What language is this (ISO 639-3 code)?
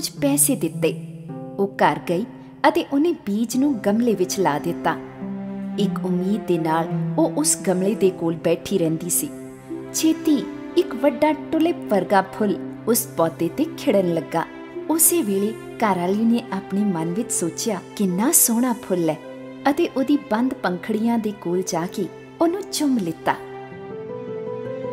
pan